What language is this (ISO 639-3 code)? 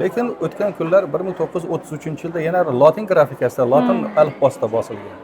uzb